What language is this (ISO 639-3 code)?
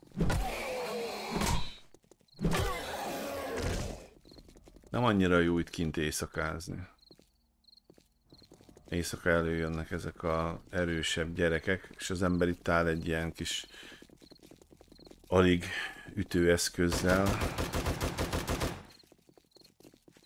hun